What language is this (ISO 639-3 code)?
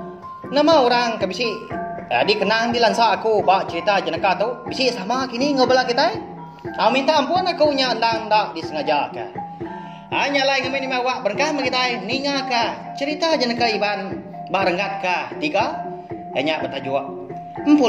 iba